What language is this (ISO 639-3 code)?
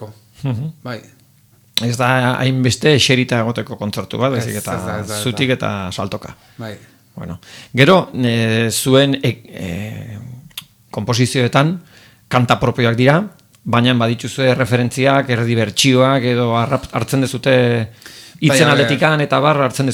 eus